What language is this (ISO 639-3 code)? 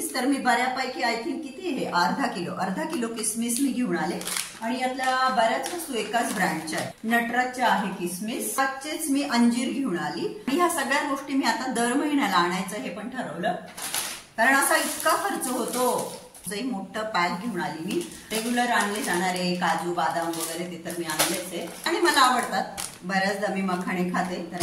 mar